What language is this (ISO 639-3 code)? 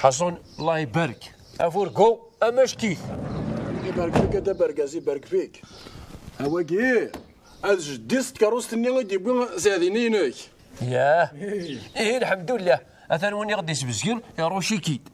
kab